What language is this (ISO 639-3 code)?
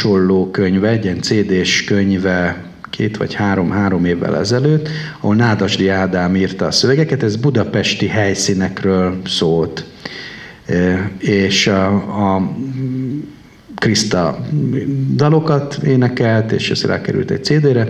hun